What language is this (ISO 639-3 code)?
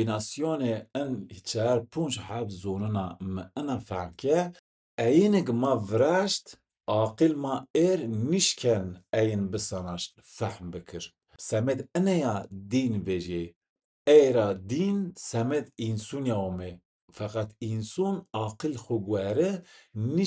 zza